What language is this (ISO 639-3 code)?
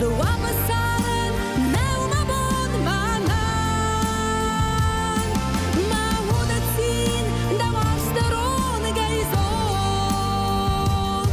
oss